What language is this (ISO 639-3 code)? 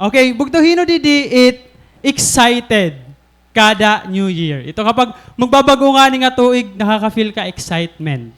war